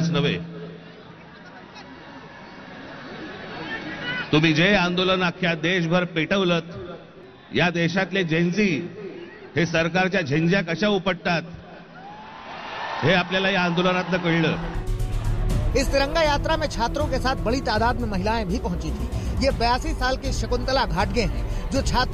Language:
Hindi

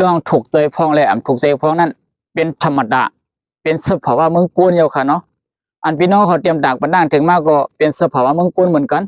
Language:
Shan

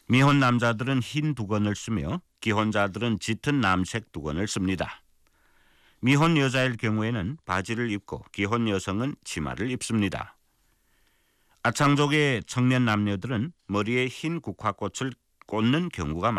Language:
Korean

